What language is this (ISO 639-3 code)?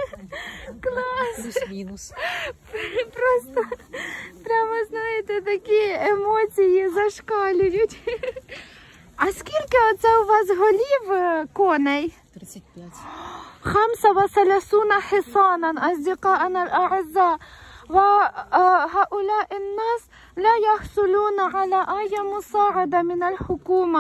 ukr